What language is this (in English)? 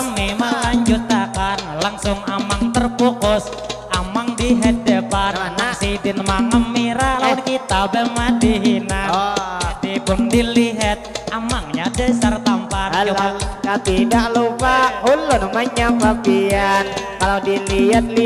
Banjar